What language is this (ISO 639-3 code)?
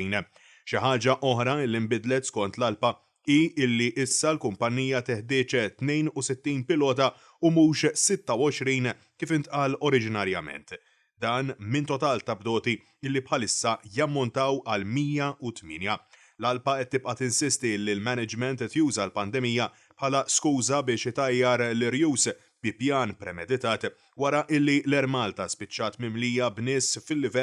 mlt